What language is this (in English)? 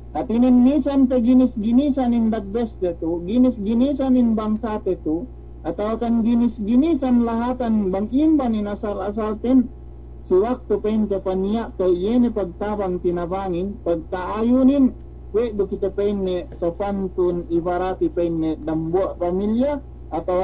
Yakan